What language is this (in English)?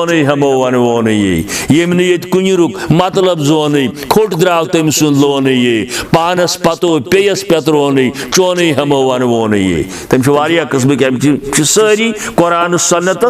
Kashmiri